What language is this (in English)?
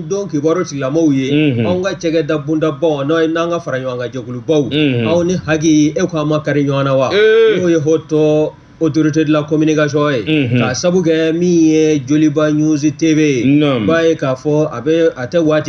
Bambara